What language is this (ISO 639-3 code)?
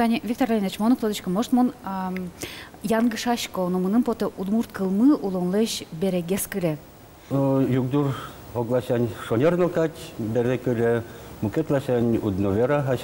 udm